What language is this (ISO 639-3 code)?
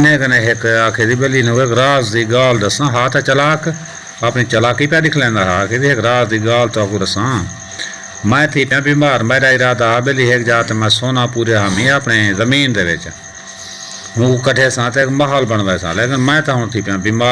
skr